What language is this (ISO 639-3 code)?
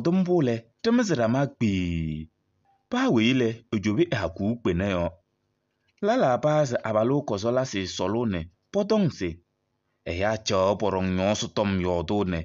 kbp